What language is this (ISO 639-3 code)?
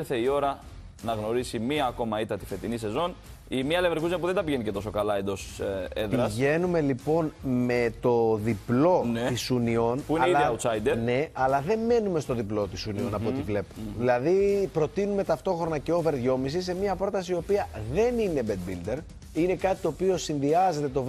ell